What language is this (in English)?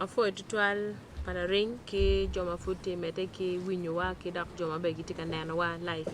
Acoli